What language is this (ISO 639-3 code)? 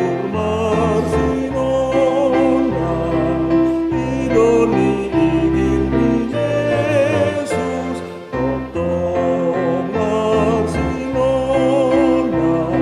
bbc